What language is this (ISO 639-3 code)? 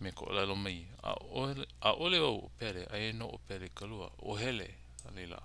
haw